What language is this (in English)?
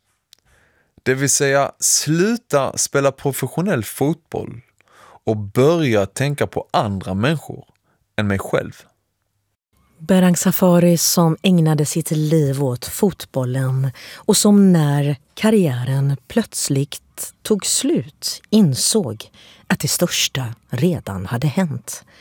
Swedish